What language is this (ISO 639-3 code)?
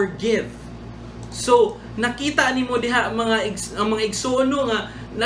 ceb